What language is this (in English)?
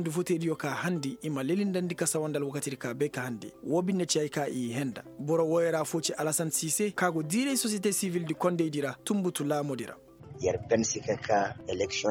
Koyraboro Senni